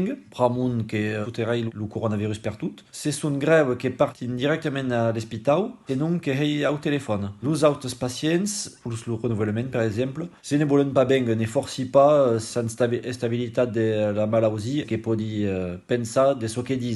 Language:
Occitan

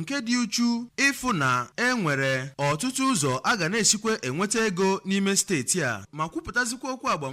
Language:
Igbo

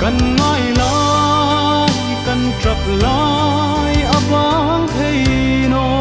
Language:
Hmar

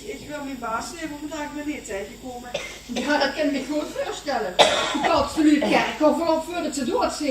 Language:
Limburgish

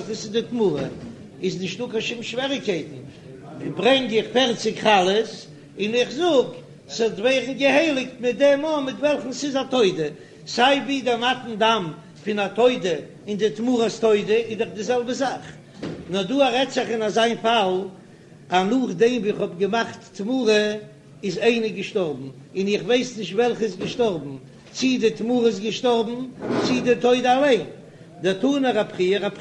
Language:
Yiddish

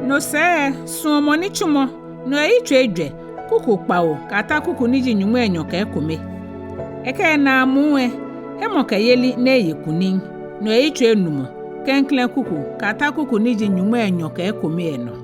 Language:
Ga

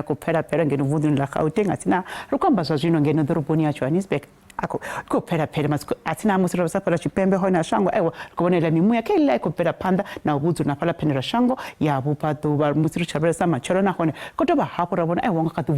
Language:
Venda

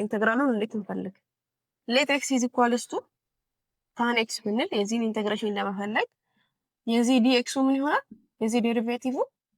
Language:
Amharic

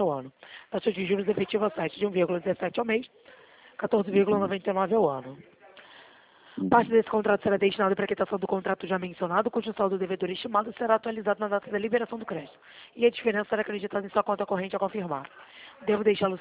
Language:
Portuguese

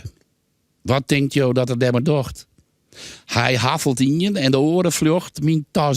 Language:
Western Frisian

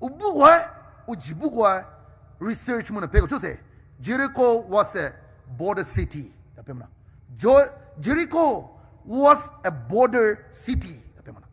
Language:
Poumei Naga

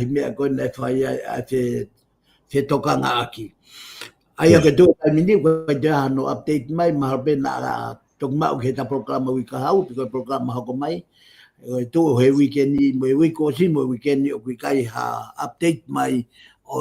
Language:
Tongan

